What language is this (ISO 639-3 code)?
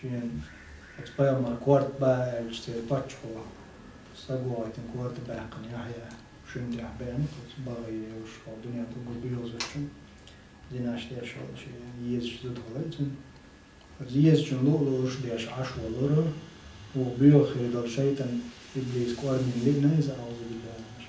che